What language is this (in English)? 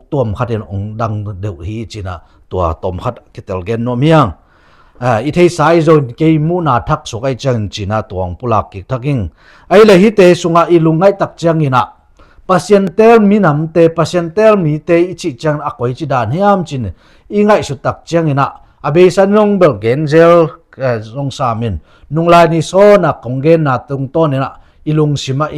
Tedim Chin